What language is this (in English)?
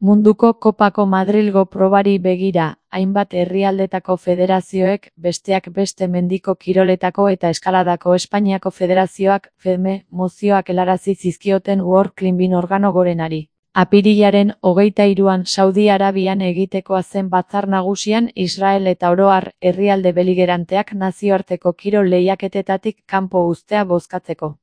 Basque